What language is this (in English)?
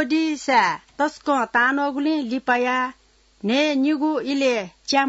Newari